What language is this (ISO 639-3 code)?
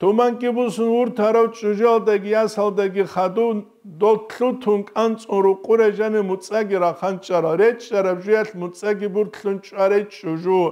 ava